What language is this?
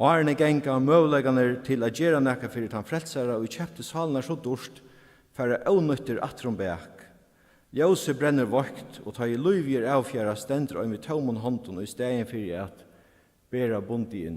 Faroese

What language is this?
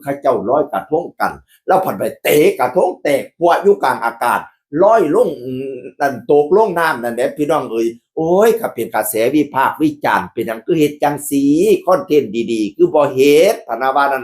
Northeastern Thai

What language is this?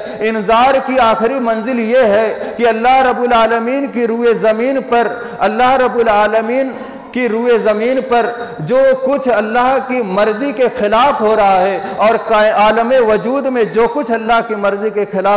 Urdu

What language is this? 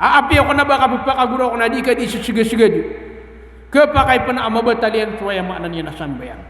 Maranao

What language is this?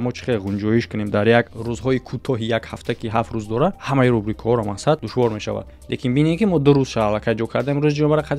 Tajik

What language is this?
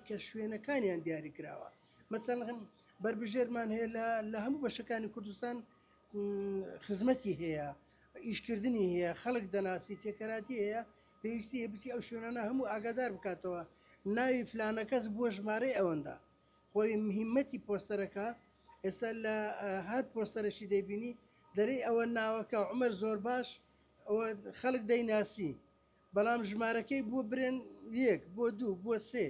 Central Kurdish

